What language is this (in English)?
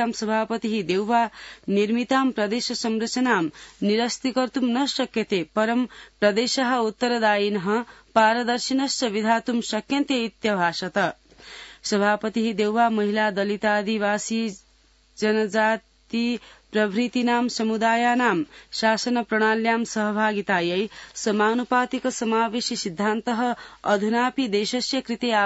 Sanskrit